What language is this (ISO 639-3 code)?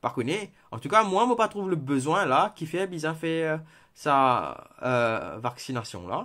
mfe